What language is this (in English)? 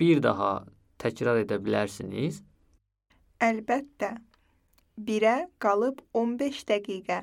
Azerbaijani